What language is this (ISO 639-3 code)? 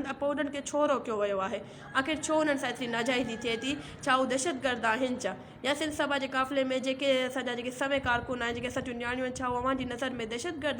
snd